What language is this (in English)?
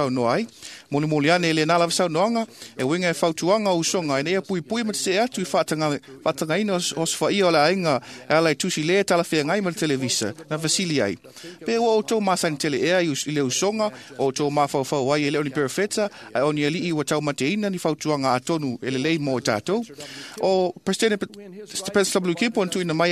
Samoan